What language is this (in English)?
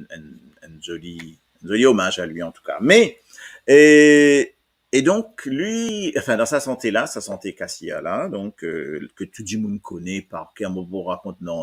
Morisyen